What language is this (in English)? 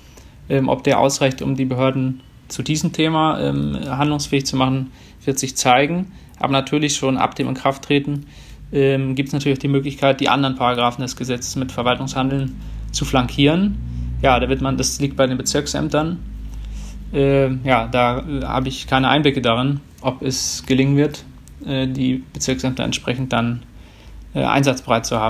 German